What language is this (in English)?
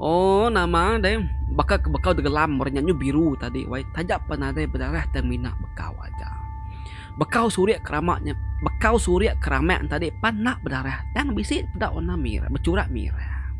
Iban